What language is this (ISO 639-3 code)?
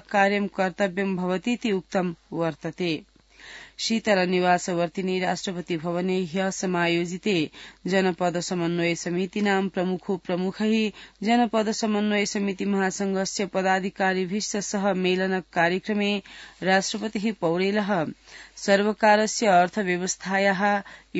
san